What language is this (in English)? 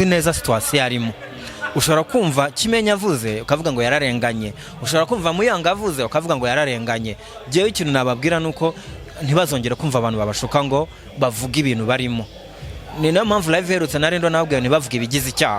Kinyarwanda